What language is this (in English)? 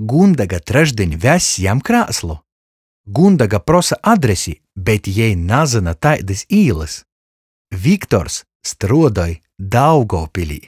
Latgalian